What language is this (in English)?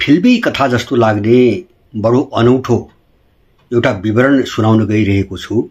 Nepali